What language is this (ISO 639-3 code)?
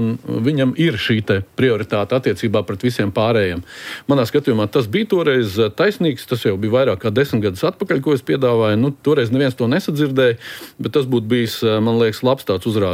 lav